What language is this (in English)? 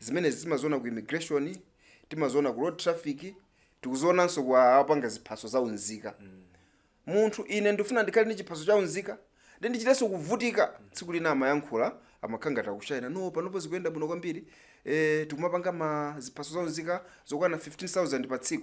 Nyanja